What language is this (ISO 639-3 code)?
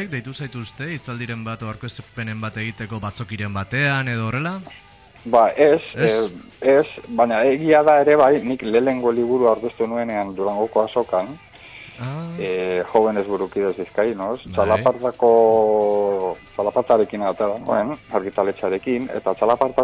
eus